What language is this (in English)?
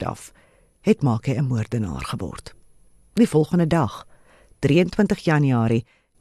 Afrikaans